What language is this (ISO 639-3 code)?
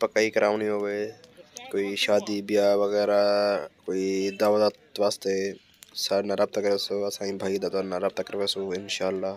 skr